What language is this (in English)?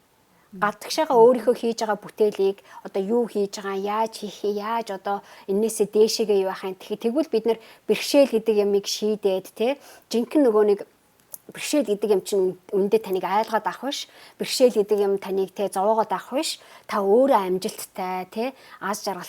Mongolian